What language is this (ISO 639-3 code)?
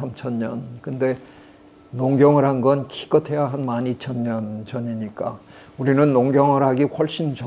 kor